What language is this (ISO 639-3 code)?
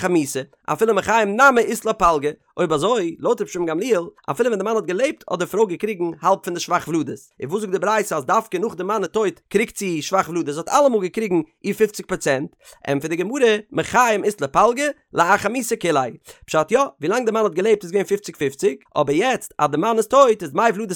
yid